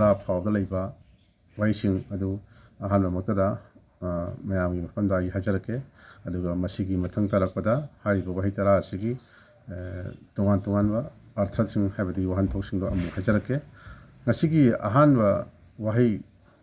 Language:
Manipuri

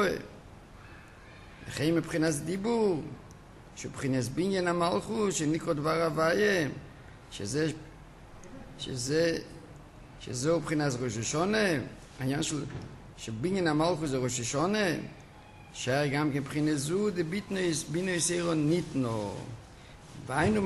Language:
Hebrew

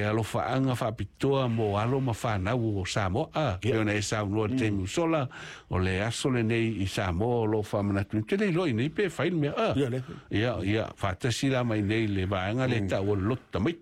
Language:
Samoan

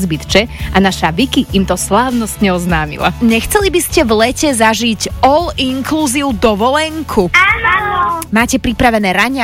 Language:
Slovak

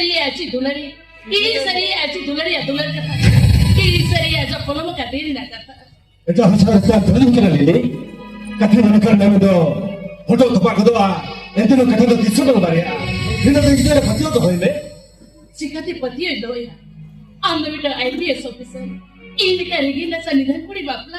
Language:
Santali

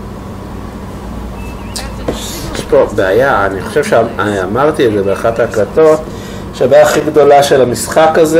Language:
Hebrew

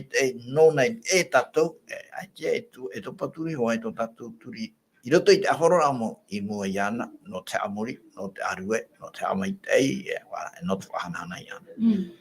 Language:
Tahitian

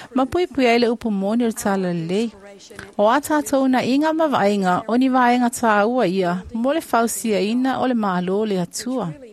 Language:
Samoan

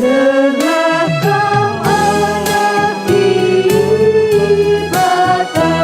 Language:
Batak Karo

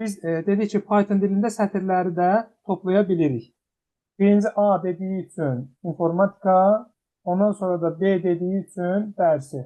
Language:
Azerbaijani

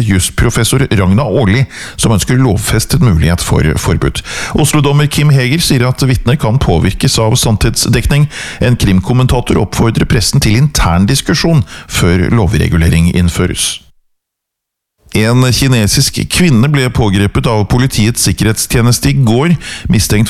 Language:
Norwegian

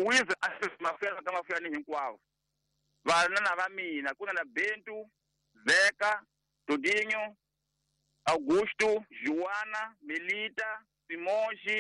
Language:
Tsonga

